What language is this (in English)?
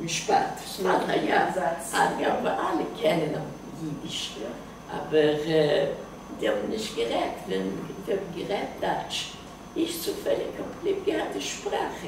Yiddish